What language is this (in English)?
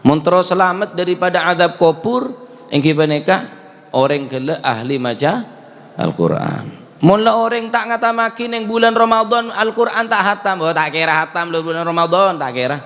Madurese